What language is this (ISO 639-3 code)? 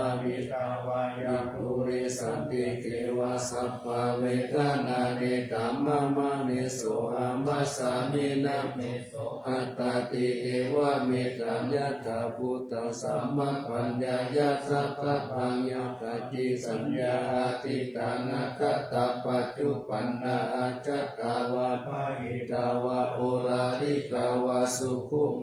pli